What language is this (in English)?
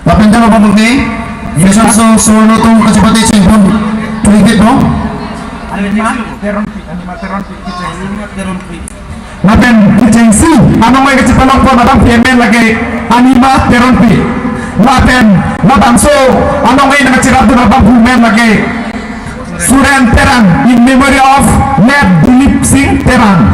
Karbi